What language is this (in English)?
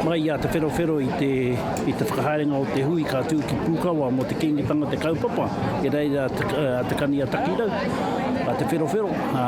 Māori